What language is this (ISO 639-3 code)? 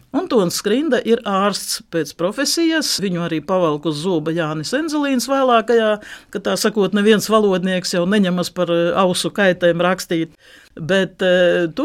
lav